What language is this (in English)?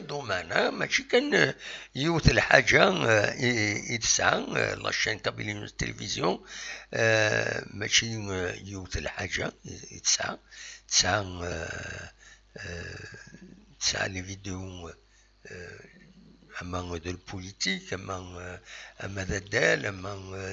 Kabyle